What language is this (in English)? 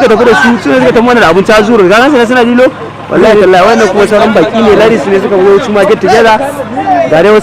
Hausa